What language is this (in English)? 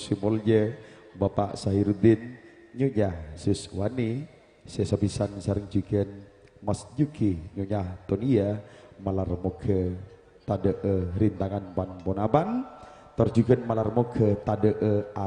Madurese